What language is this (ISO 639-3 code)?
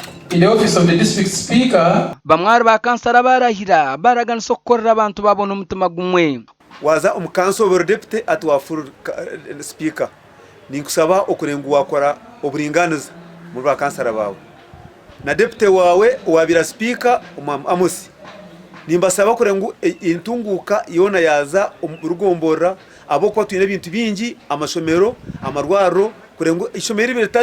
nyn